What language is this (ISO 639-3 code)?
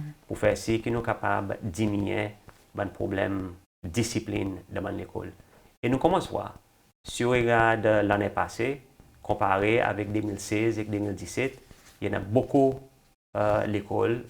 crs